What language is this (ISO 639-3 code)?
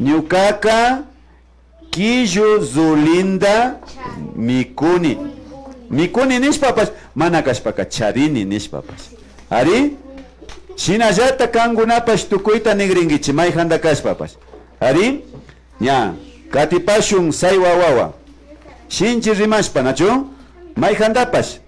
qvi